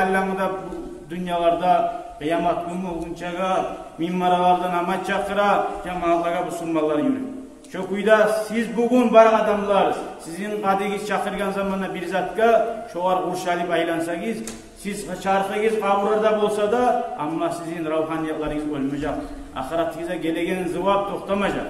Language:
Kumyk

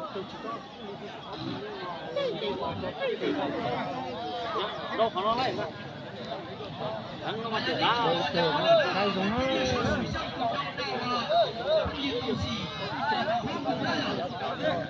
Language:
Vietnamese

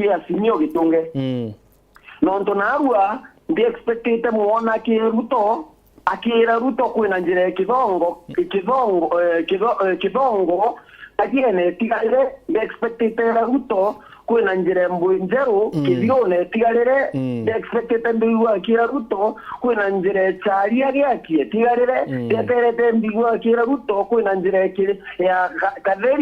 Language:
Meru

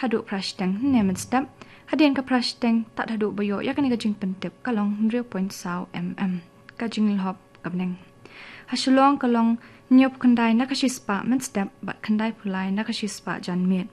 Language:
Khasi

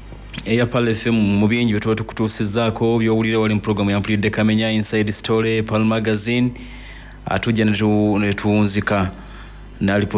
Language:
Ganda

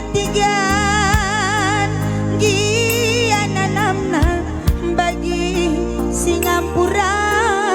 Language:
Batak Karo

